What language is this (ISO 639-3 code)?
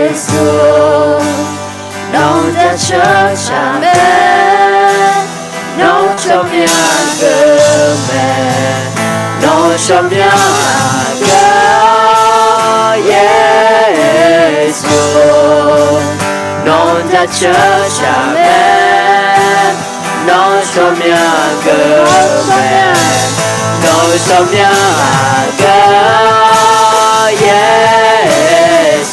ahk